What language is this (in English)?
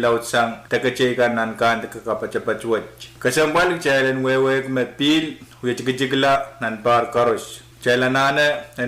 Pohnpeian